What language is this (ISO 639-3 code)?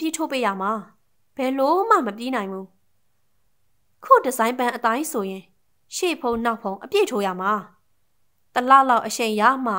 mya